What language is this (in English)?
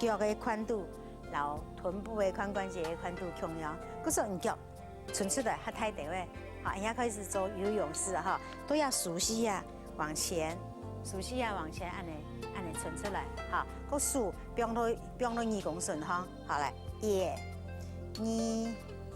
Hakka Chinese